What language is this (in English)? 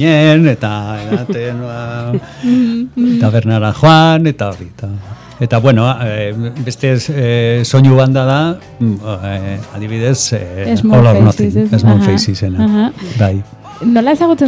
Basque